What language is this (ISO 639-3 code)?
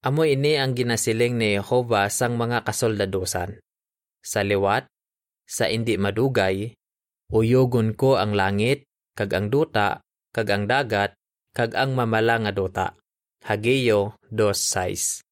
hil